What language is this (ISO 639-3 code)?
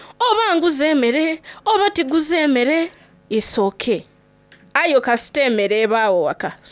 xog